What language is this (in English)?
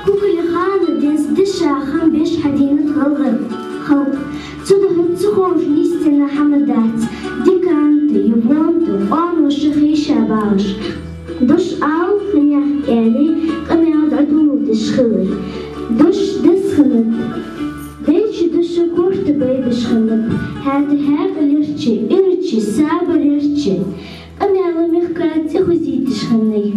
Ingush